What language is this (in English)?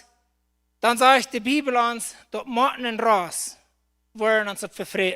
Plautdietsch